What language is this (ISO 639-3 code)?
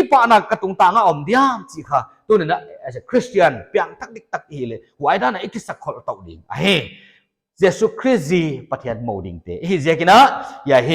pck